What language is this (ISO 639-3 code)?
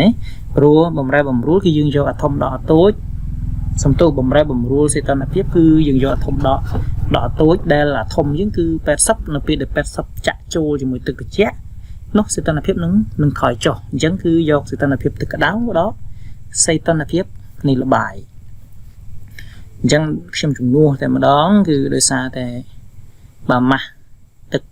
khm